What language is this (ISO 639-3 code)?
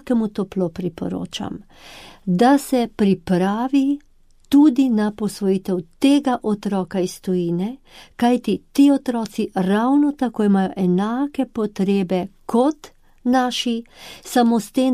slv